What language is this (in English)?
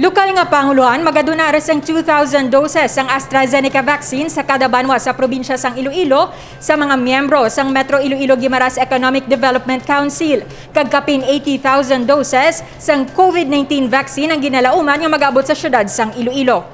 Hiligaynon